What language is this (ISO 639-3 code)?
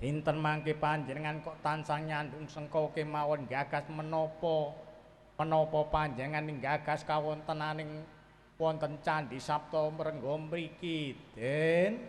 jav